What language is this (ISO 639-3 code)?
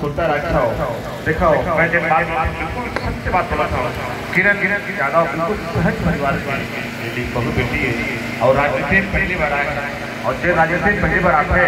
hne